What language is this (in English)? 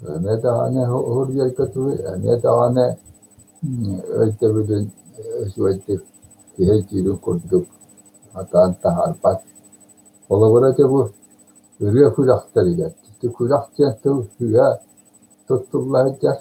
Yakut